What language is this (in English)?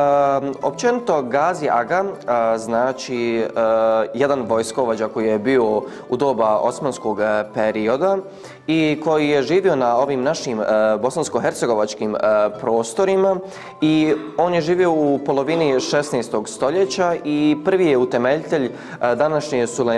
Bosnian